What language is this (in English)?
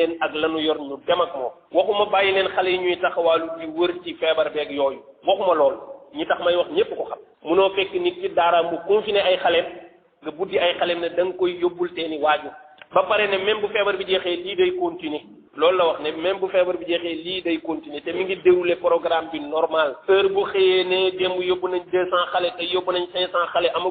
Wolof